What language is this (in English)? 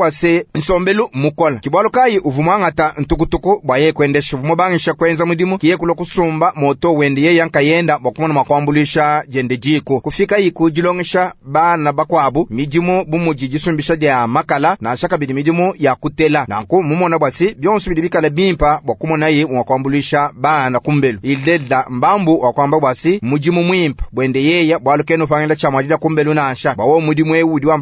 Luba-Lulua